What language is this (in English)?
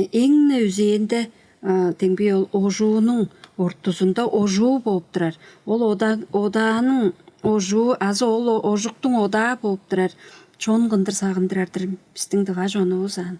Tuvinian